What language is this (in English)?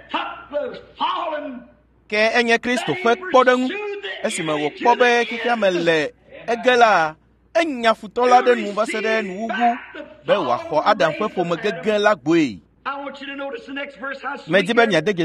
Ewe